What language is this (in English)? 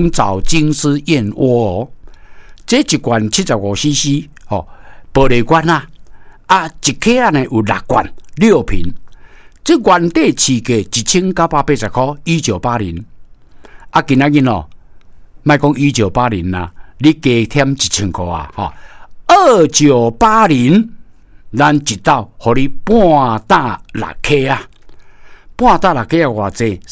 Min Nan Chinese